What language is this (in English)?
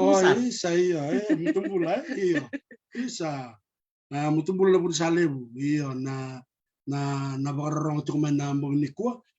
Fijian